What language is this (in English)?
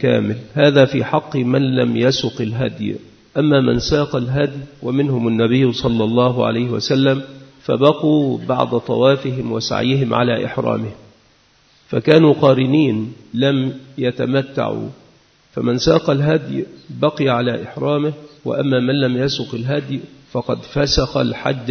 Arabic